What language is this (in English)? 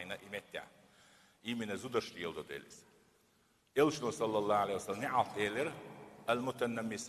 Chechen